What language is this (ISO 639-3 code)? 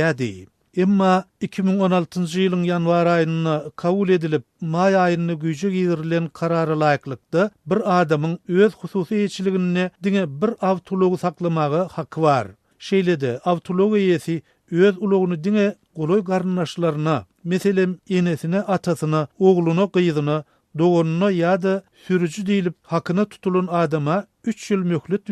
tuk